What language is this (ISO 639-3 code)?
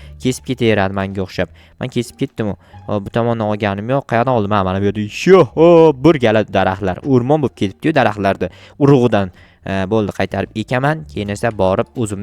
uzb